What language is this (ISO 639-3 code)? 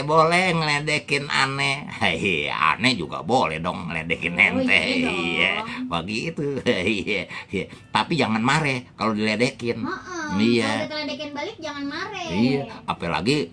bew